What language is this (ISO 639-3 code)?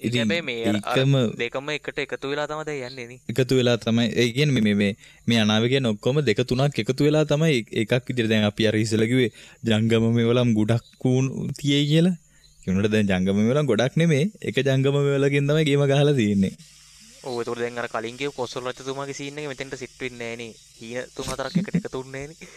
sin